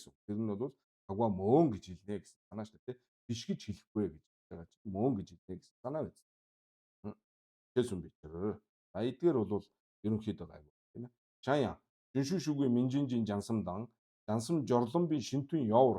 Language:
Mongolian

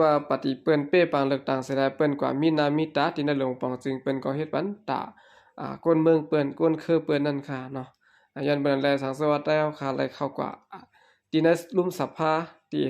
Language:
Shan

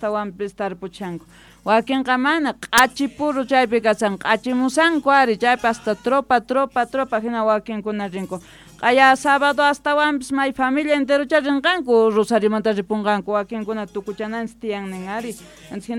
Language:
South Bolivian Quechua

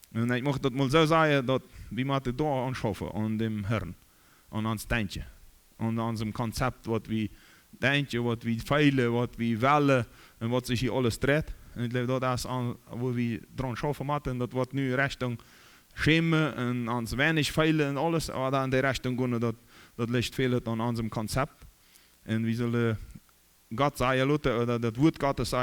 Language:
Plautdietsch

